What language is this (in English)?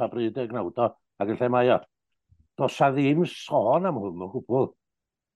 Welsh